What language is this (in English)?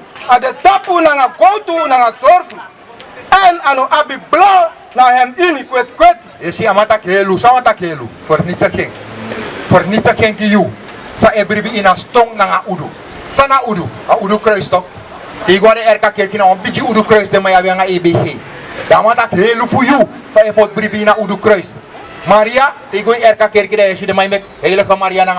Sranan Tongo